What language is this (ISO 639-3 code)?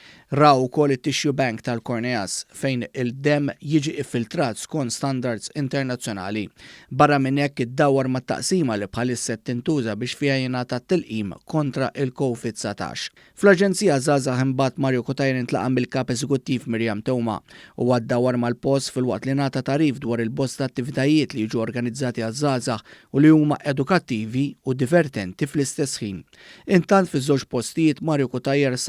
mlt